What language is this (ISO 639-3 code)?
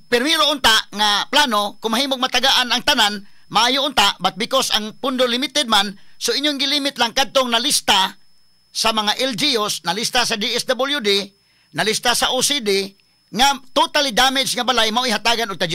ceb